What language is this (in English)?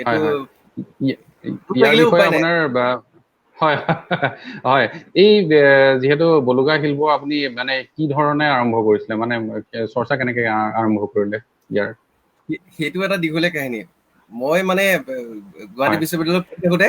Assamese